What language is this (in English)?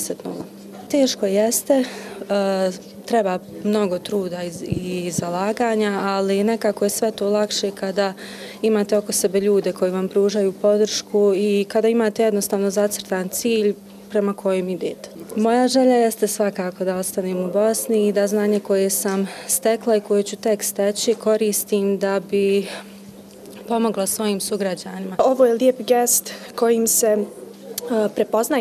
Bosnian